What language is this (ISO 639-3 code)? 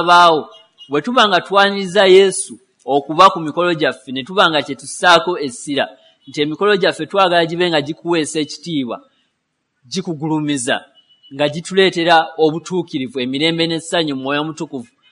lug